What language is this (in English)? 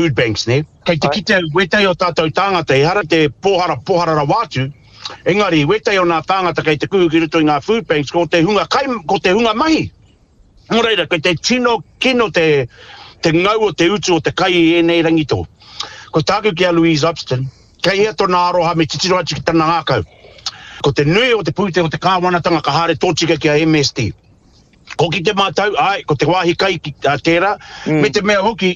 Māori